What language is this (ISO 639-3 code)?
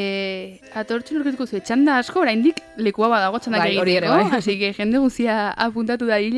eus